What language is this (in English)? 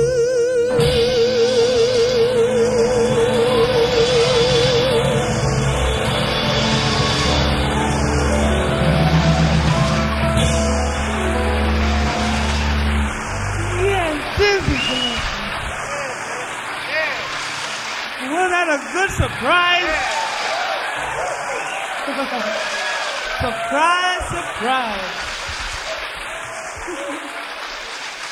French